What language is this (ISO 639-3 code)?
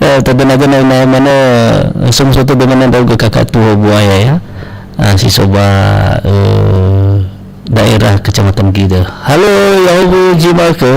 nia